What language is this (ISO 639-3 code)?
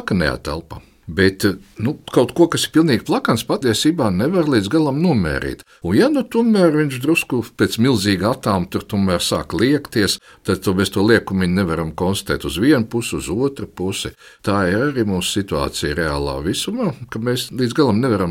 lav